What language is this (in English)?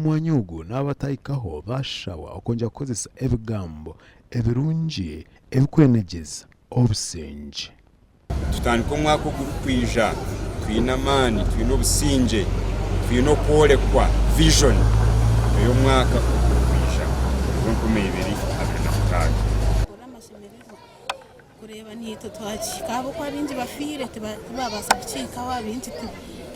Nyankole